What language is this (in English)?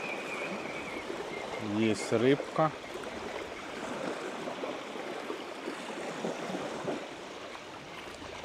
Ukrainian